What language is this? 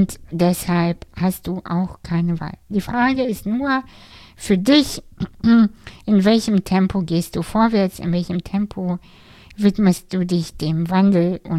German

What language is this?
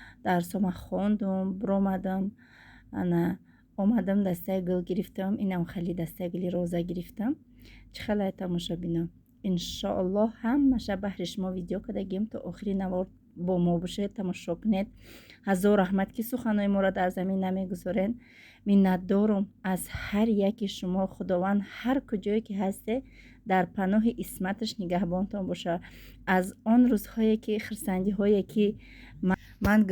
Tajik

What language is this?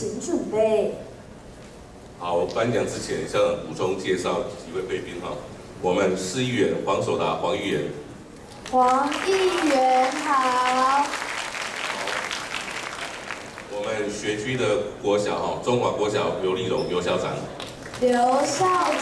Chinese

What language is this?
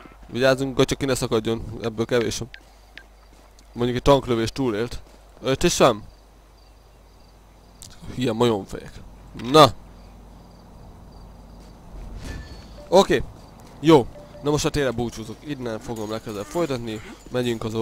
Hungarian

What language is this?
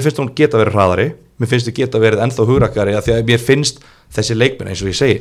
Icelandic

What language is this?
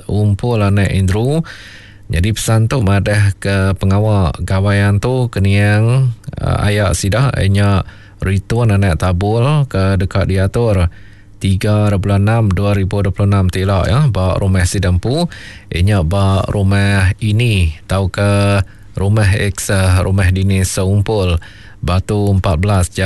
Iban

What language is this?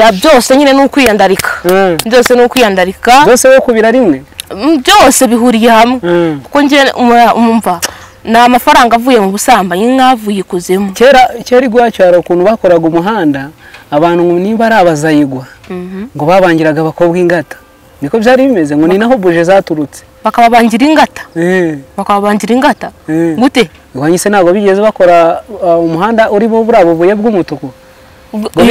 Kinyarwanda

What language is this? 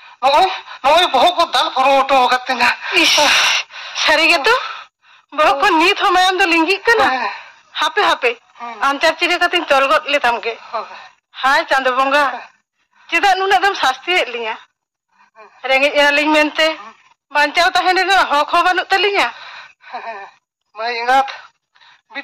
Santali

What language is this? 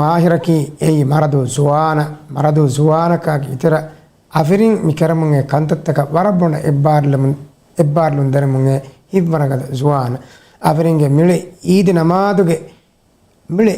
Divehi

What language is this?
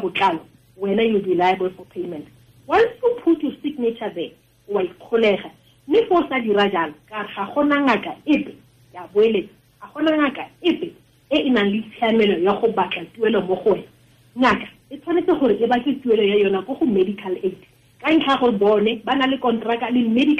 Tswana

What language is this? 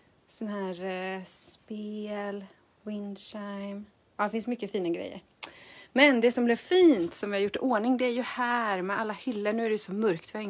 Swedish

